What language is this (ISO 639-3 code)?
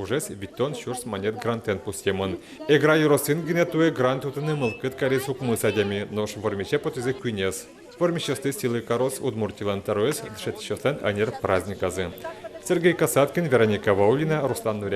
udm